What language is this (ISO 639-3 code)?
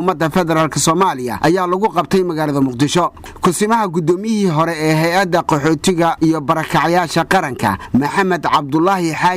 som